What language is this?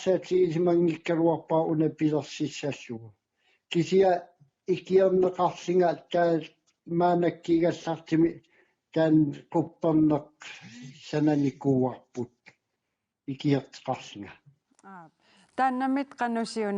Kalaallisut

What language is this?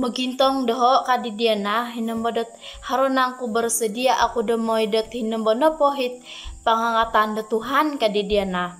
Central Dusun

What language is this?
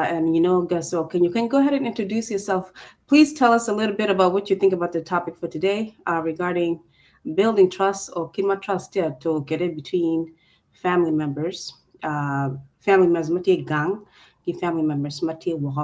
Acoli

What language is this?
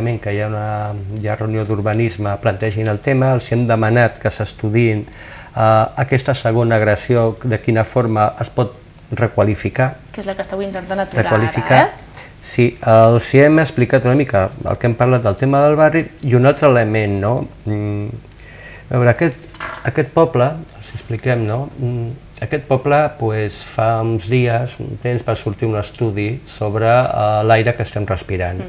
Catalan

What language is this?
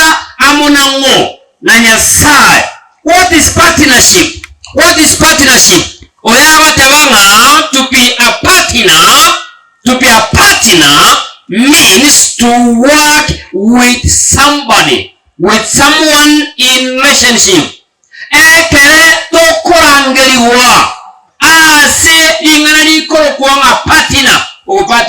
Gusii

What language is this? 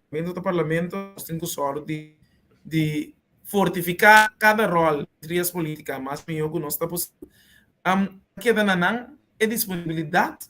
Papiamento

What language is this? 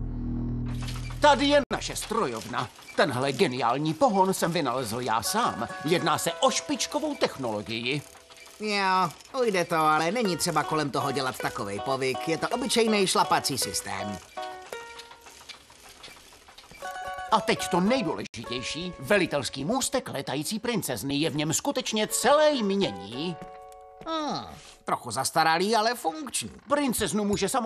Czech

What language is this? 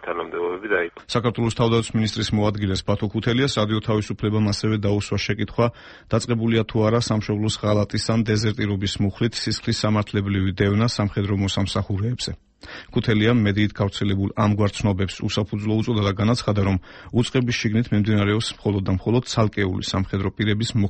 Georgian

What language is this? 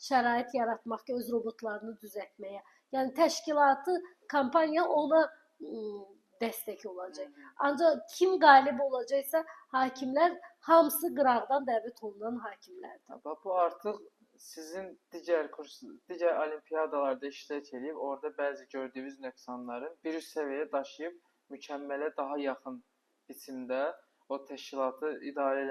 Azerbaijani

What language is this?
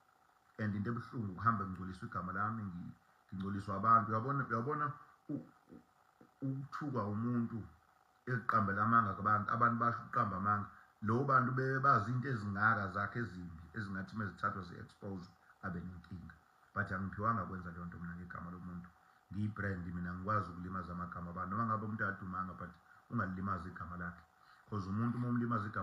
Zulu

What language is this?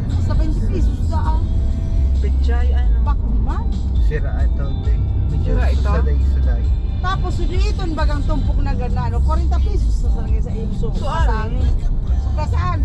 Bikol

